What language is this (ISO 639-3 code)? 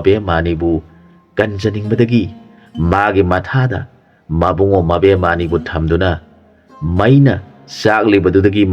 mni